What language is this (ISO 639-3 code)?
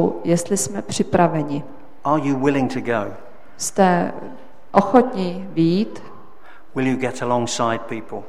ces